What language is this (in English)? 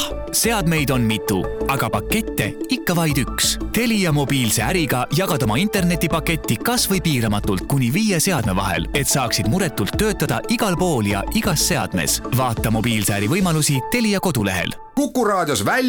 Estonian